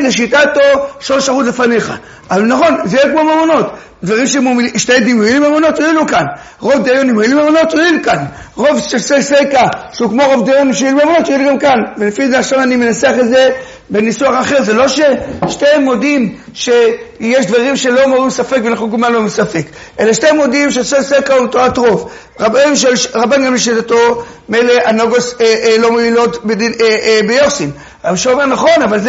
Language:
Hebrew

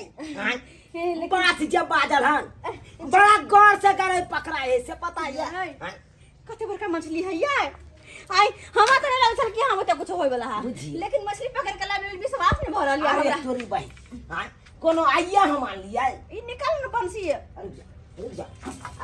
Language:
Maithili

